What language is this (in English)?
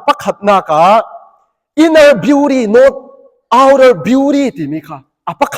Falam Chin